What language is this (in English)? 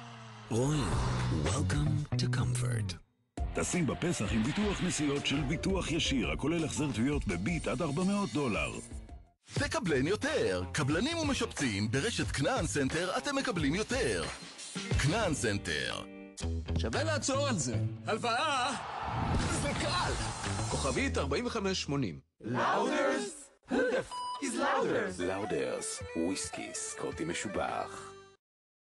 Hebrew